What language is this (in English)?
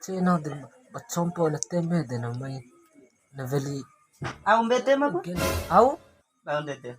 Bima